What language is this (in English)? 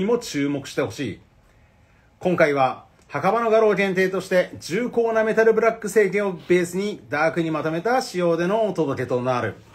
Japanese